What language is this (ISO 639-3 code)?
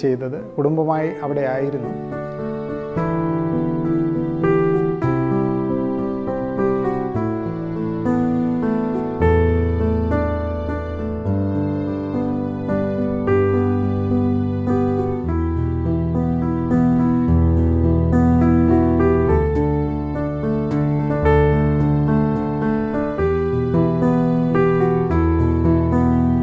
mal